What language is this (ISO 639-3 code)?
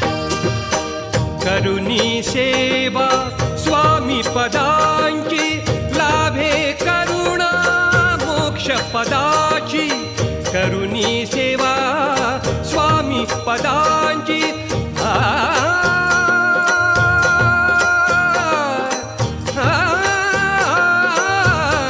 mar